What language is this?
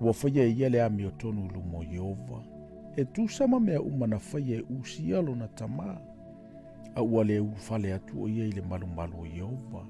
Samoan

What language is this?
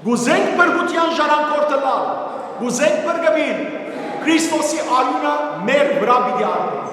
Western Armenian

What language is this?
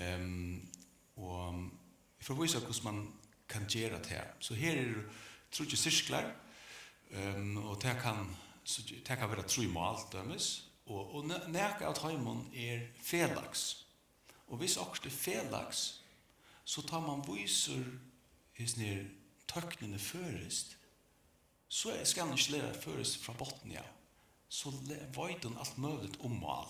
Faroese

